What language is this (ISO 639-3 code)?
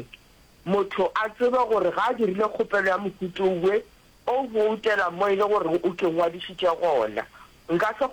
nso